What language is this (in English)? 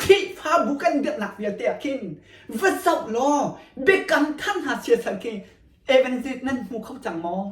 Hakha Chin